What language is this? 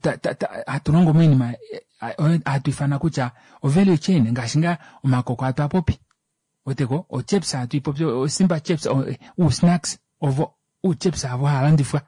Kuanyama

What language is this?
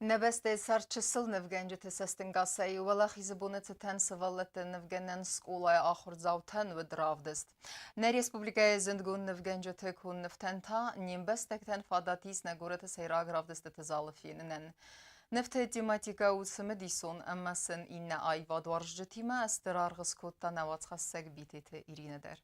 Ossetic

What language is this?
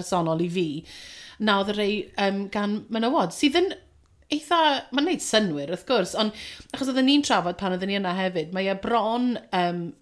Welsh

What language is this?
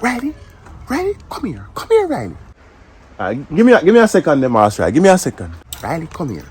Jamaican Creole English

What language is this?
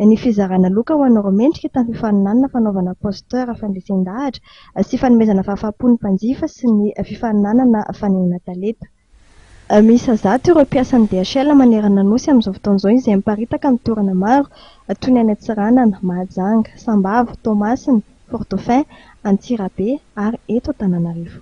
Malagasy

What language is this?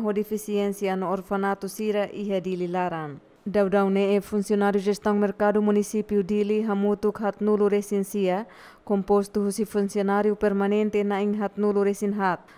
Tetum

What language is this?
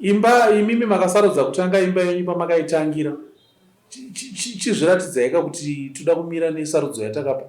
Shona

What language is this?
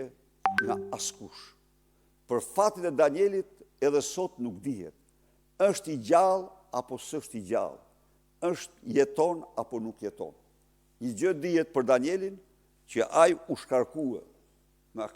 Albanian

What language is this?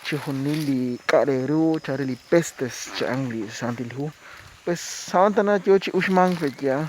Kekchí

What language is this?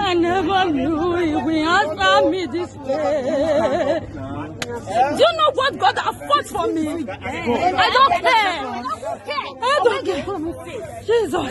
Nigerian Pidgin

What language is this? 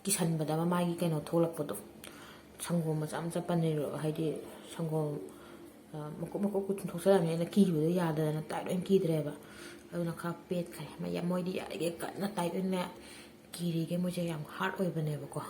Manipuri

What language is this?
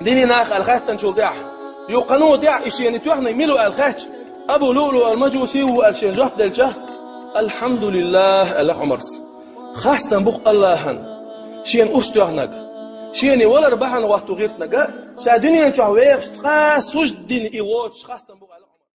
Chechen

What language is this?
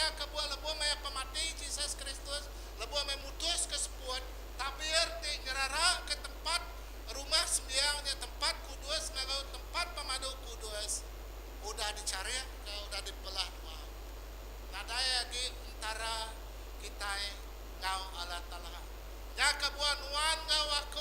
Iban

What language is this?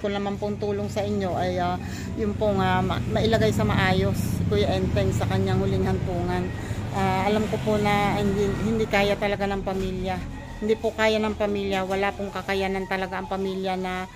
Filipino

